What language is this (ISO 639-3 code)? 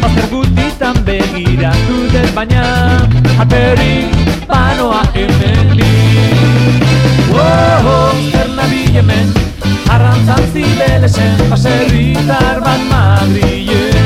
eus